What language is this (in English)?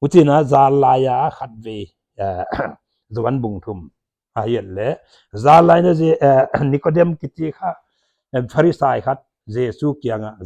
Paite Chin